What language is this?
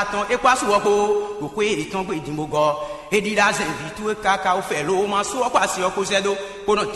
Fon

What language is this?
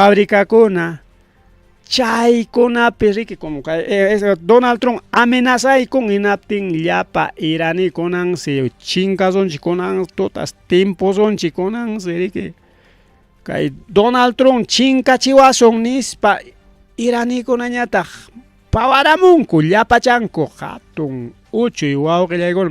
Ayacucho Quechua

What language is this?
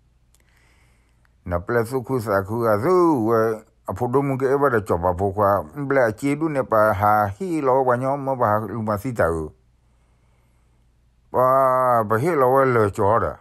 S'gaw Karen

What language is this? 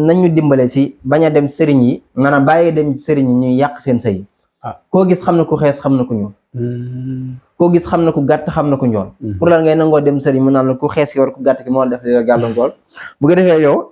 Wolof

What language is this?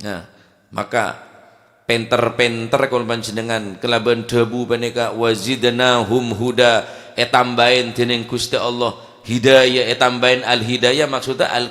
Madurese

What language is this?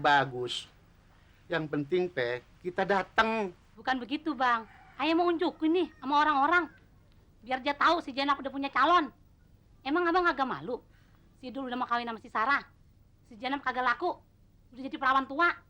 Betawi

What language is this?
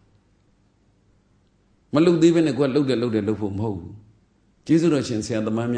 Burmese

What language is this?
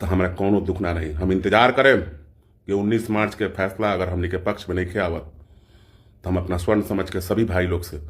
Bhojpuri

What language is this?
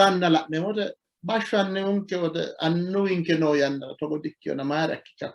Sidamo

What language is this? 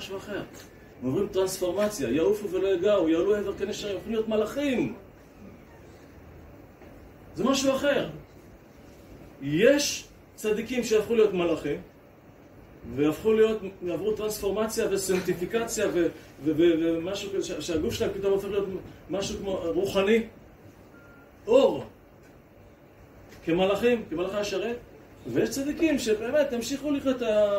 Hebrew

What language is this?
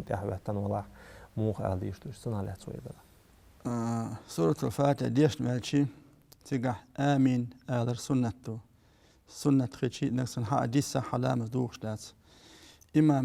Chechen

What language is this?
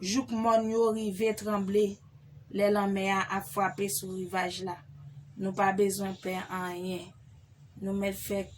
Haitian Creole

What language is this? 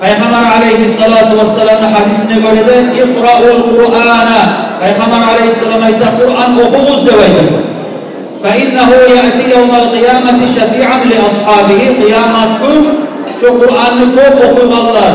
Kumyk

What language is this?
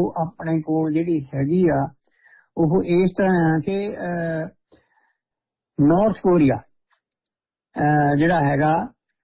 Punjabi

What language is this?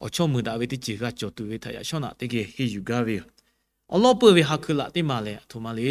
Lahu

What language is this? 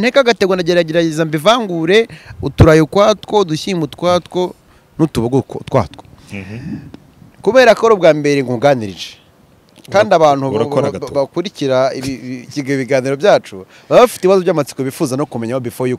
Kinyarwanda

